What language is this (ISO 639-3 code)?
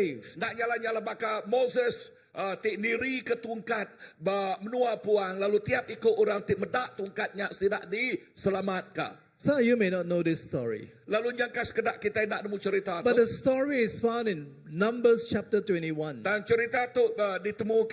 iba